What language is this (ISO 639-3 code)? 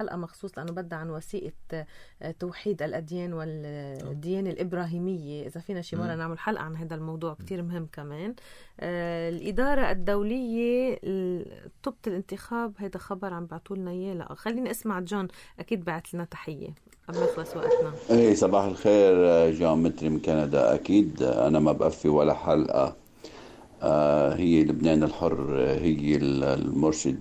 apc